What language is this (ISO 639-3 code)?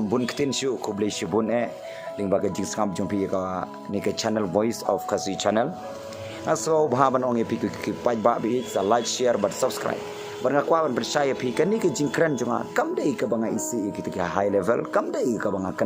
kha